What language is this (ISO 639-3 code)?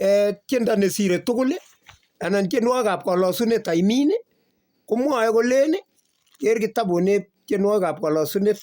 kln